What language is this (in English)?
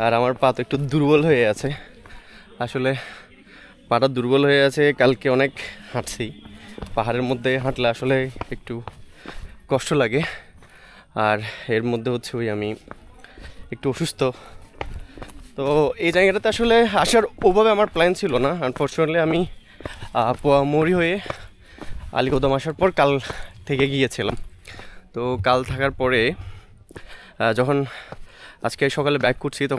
Bangla